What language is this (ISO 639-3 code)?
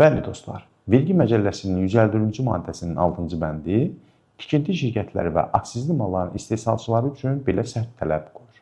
aze